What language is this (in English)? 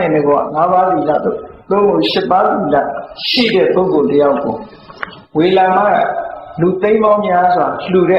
Burmese